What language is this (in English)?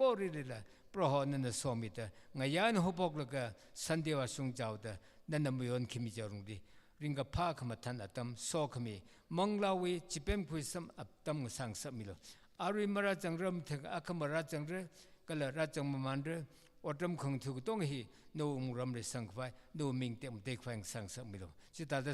Tangkhul Naga (India)